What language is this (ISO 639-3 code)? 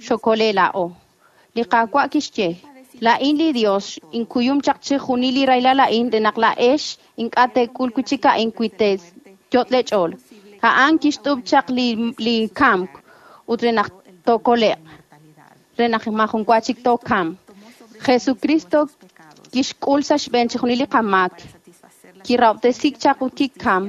kek